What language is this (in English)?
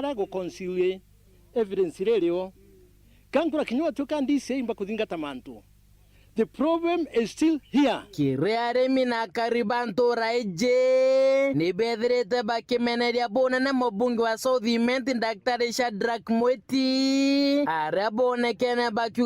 Meru